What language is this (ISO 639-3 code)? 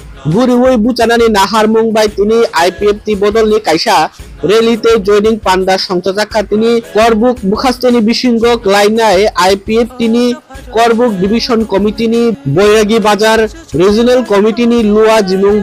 trp